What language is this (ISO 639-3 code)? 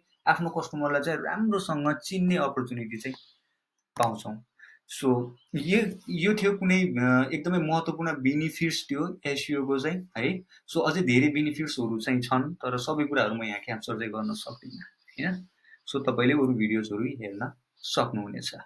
nep